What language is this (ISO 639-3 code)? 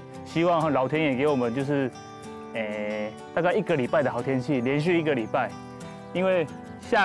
zho